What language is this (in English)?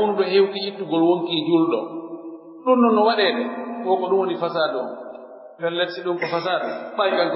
Pular